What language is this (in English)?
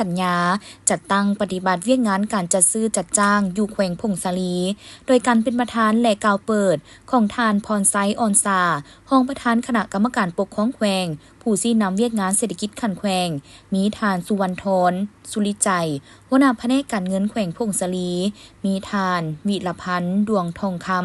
Lao